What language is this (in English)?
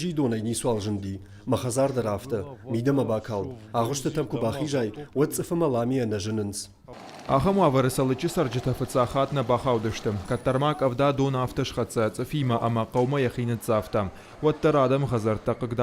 Ossetic